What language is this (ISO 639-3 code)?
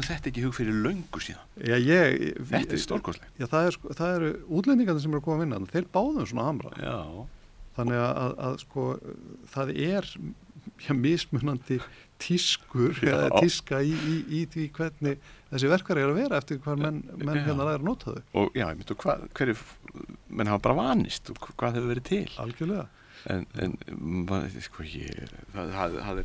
isl